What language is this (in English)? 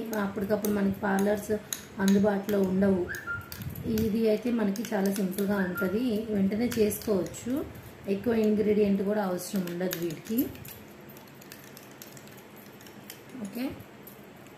Telugu